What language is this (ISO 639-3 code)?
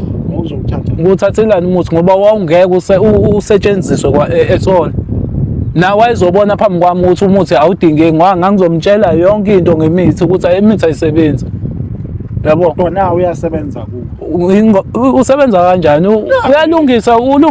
zul